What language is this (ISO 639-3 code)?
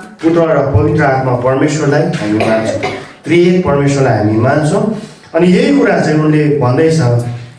nep